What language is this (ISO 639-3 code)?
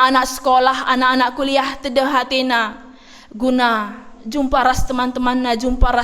btx